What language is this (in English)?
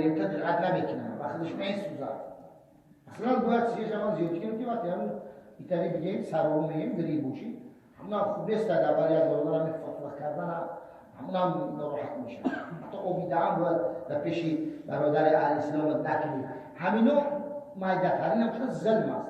Tajik